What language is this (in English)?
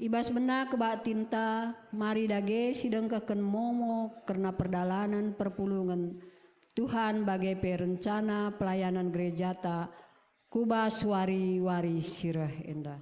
Batak Karo